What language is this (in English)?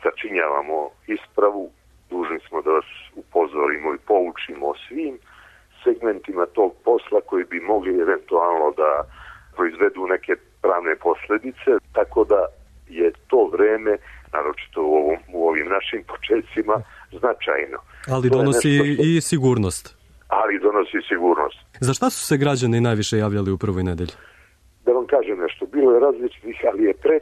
Serbian